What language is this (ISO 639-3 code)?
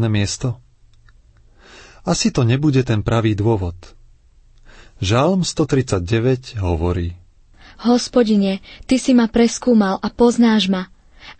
slk